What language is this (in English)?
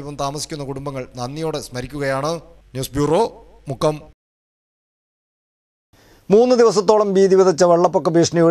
Malayalam